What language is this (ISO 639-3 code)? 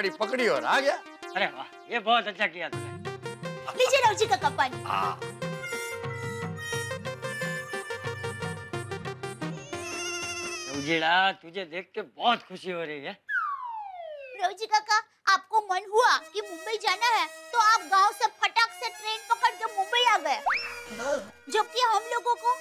hin